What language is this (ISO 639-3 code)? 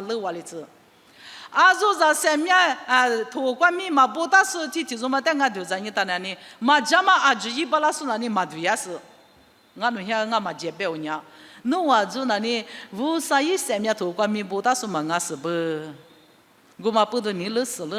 lis